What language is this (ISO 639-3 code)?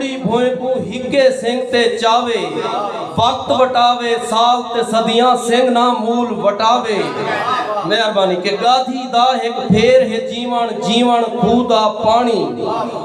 skr